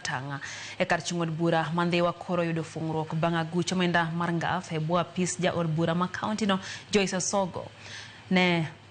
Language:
Luo (Kenya and Tanzania)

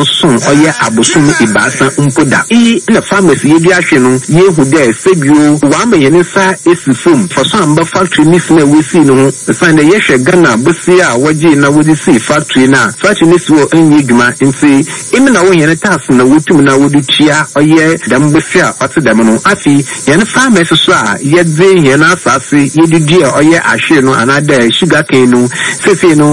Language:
Akan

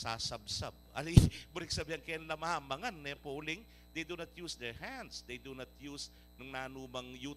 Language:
Pampanga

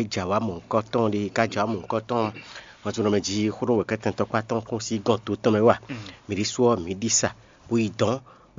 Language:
Fon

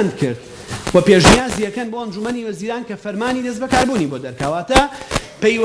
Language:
Central Kurdish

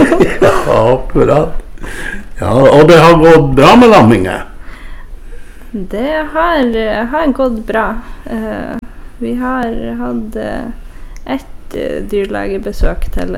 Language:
Norwegian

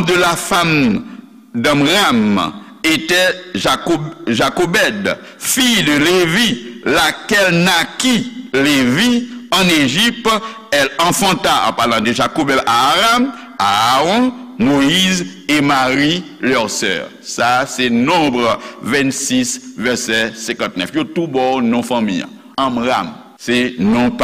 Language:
Haitian Creole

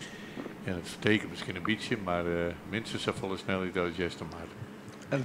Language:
Western Frisian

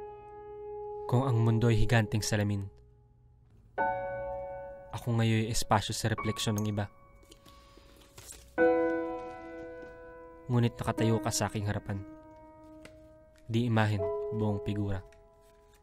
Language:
Filipino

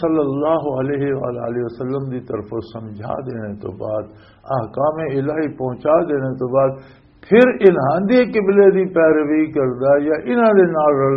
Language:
Western Panjabi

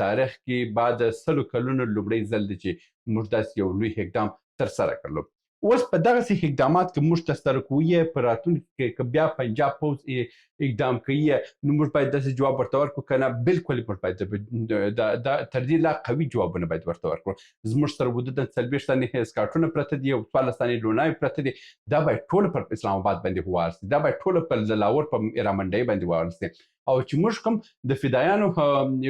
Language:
Pashto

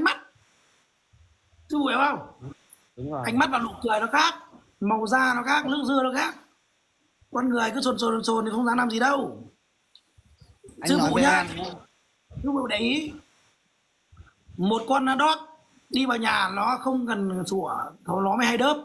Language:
Vietnamese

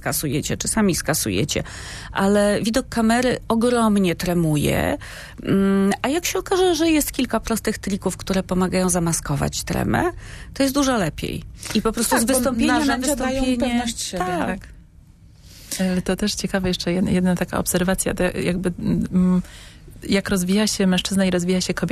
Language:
Polish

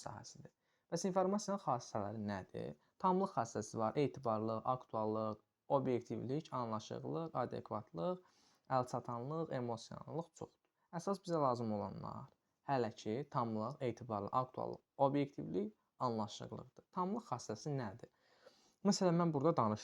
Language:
Azerbaijani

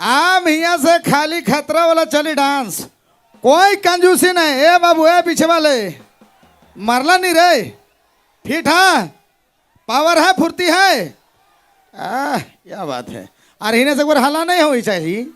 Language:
Sadri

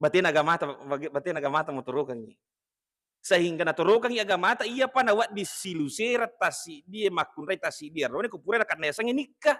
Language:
Buginese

